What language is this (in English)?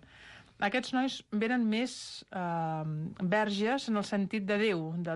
Catalan